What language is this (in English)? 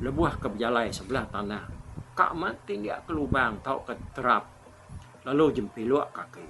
Iban